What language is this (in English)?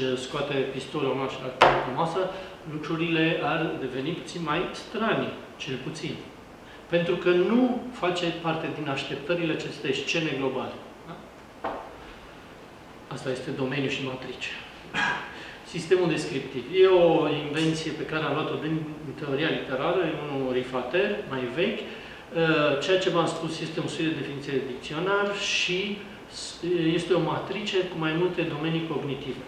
Romanian